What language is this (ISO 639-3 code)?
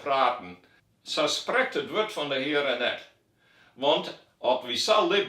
fry